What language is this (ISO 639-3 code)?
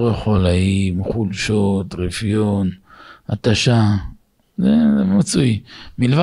heb